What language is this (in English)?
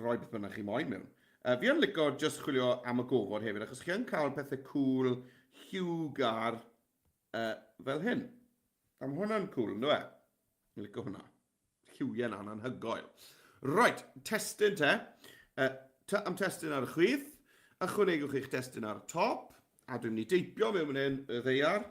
Welsh